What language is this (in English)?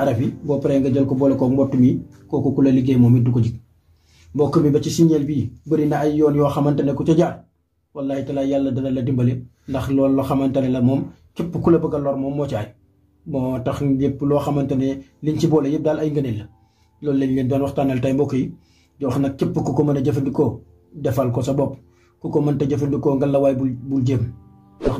Wolof